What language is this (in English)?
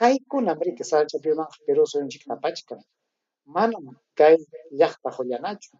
Ayacucho Quechua